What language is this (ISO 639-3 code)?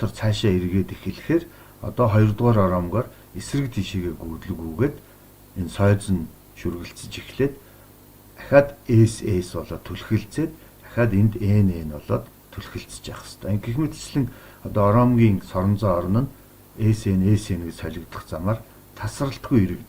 mon